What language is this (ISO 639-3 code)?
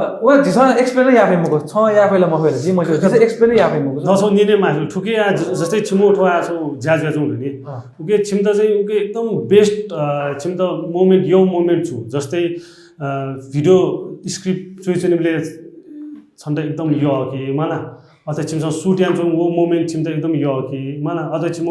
new